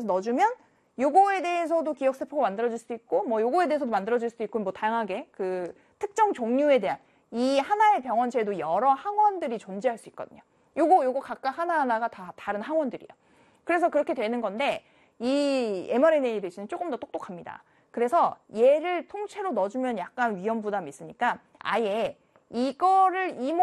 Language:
Korean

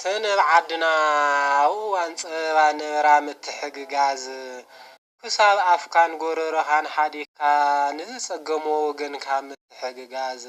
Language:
Tigrinya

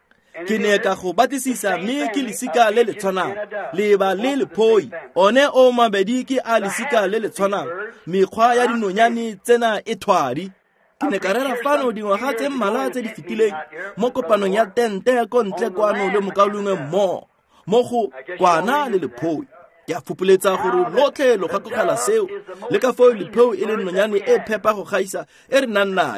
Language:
Tswana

